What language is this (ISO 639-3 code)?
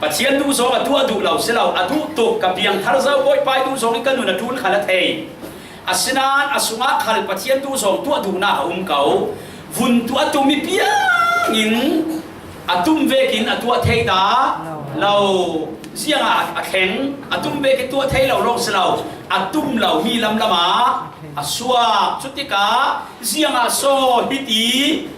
cfm